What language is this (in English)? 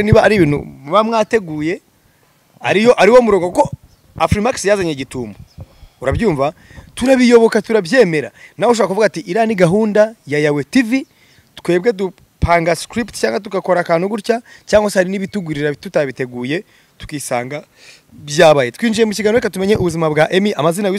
Kinyarwanda